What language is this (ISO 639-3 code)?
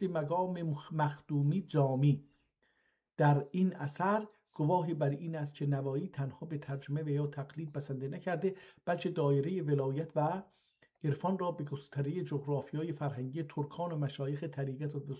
azb